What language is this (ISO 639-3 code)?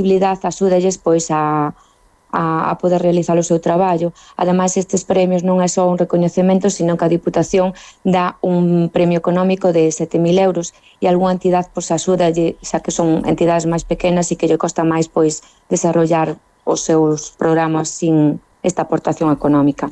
glg